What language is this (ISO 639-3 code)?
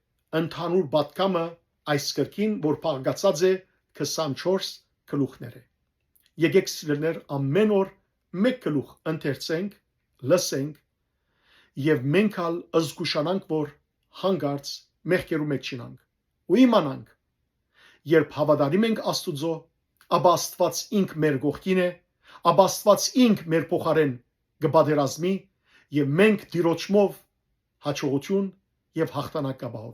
hyw